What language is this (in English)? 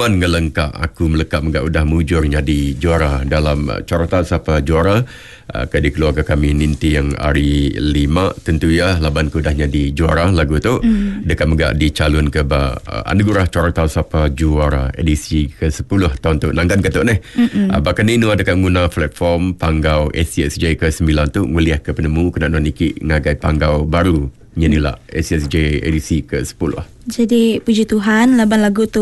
Iban